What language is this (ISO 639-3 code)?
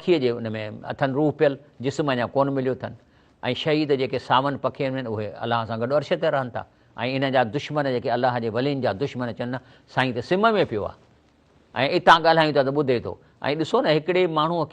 snd